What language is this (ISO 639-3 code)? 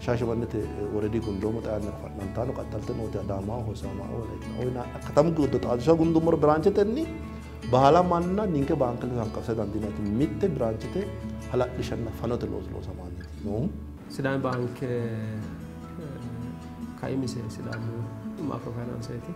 sid